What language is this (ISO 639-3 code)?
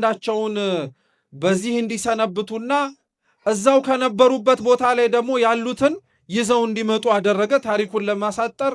amh